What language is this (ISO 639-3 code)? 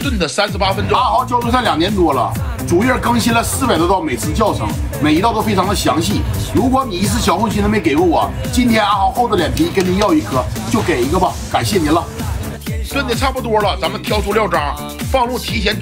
zho